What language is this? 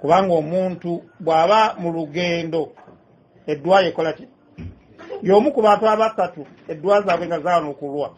Ganda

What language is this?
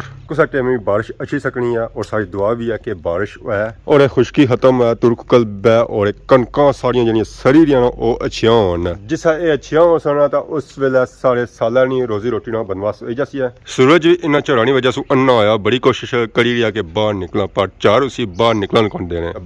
Pahari-Potwari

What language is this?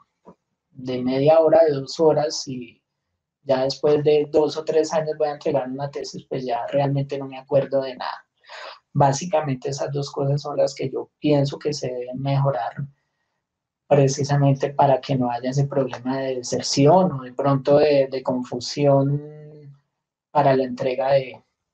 Spanish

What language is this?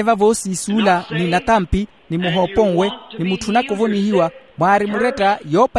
Makhuwa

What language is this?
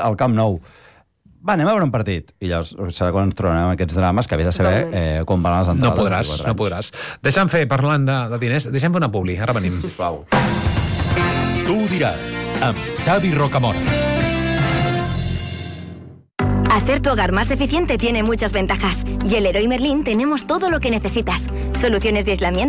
Catalan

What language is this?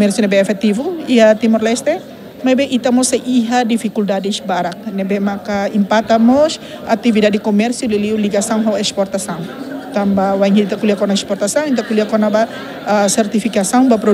Tetum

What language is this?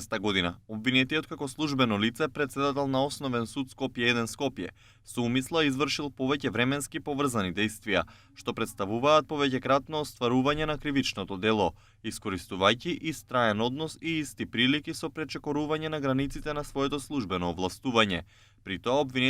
Macedonian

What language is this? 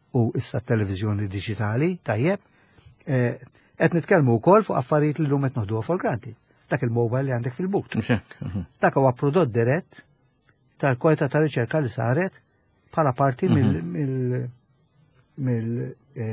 Maltese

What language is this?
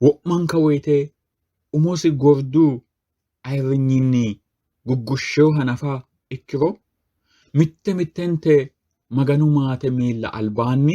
Sidamo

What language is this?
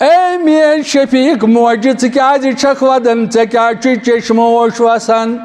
Kashmiri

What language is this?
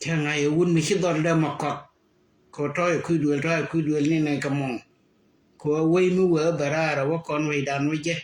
Nuer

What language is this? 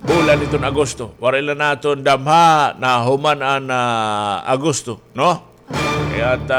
Waray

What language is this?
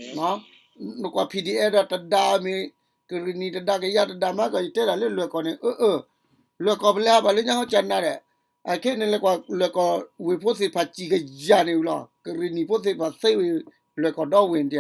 S'gaw Karen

